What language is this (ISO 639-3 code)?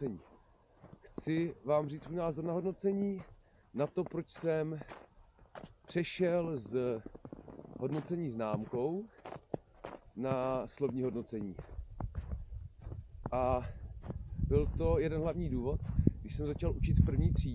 ces